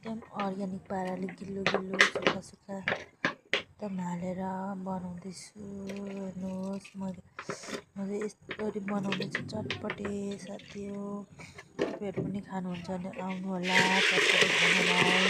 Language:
Nepali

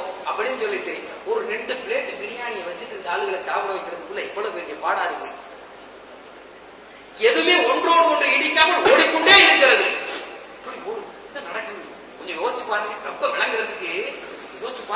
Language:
Tamil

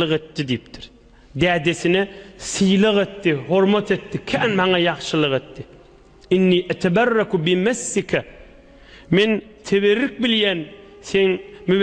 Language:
Turkmen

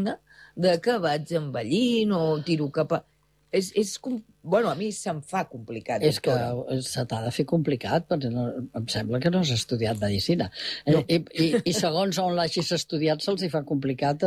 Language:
Catalan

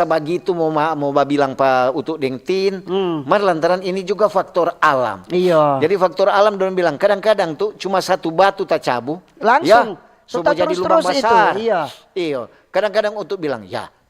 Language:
Manado Malay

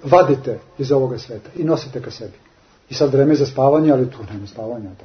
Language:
Serbian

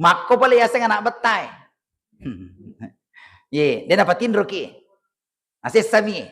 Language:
Buginese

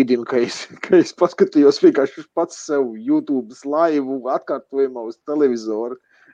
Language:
Latvian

